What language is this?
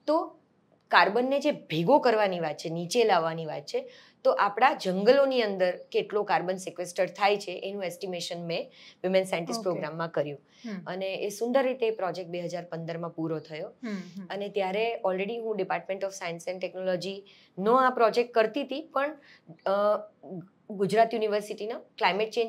Gujarati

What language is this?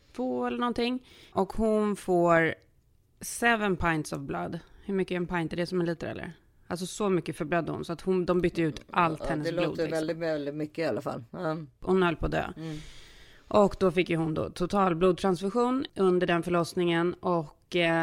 Swedish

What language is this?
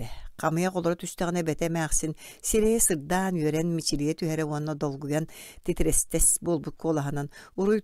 Yakut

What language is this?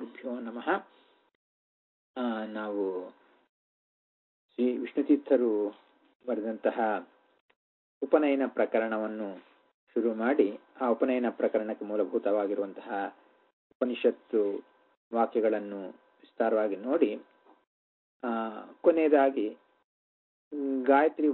Kannada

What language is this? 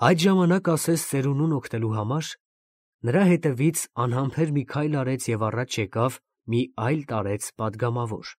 Armenian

